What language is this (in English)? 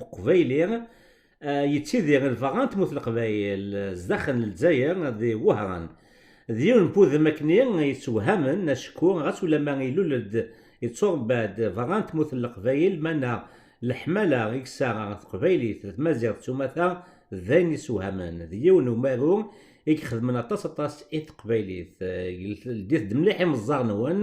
Kabyle